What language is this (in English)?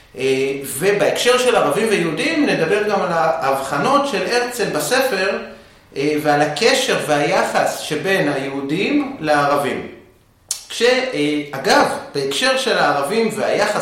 Hebrew